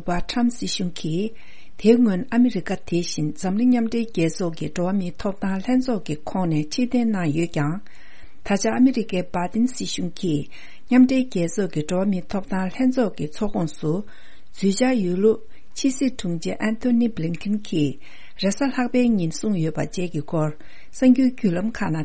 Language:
Tibetan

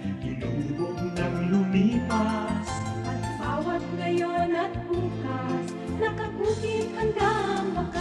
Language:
Bikol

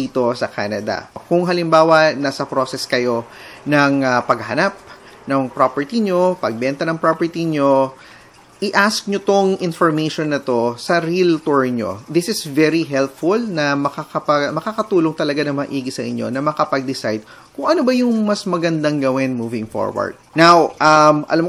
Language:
Filipino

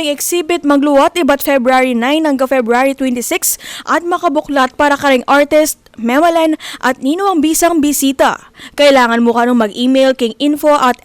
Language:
Pampanga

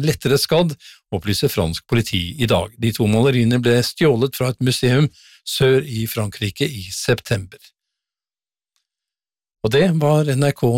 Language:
Norwegian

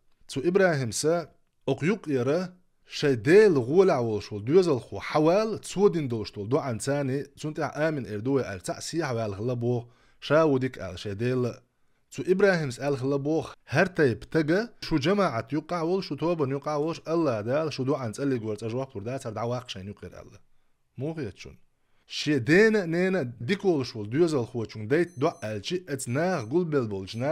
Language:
Chechen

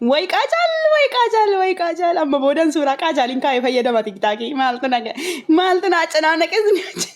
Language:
Oromo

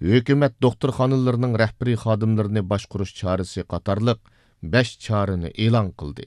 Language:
Uyghur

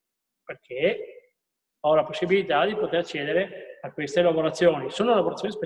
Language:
Italian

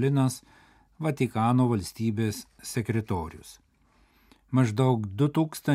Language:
Lithuanian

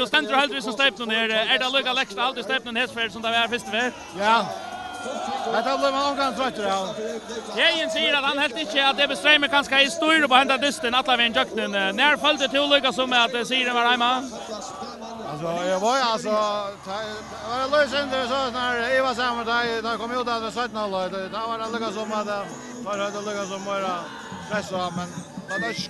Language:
Faroese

